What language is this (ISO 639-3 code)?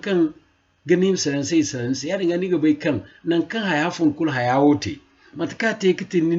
dje